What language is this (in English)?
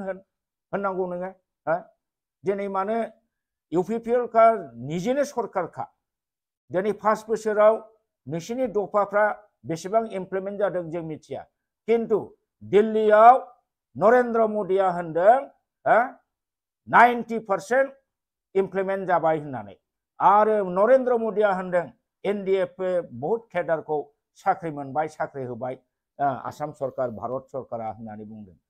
Bodo